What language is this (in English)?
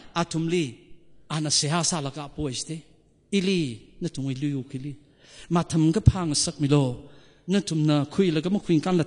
Tangkhul Naga (India)